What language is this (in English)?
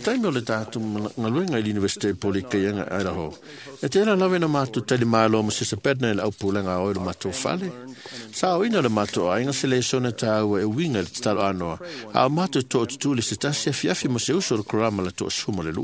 Samoan